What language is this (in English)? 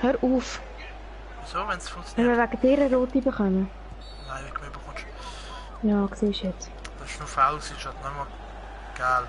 Swiss German